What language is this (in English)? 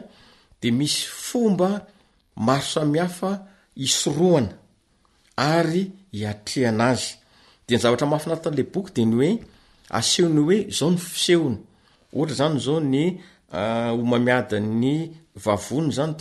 Malagasy